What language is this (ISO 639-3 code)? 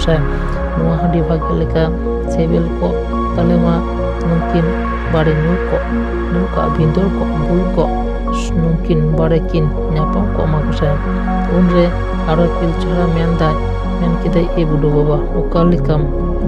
sat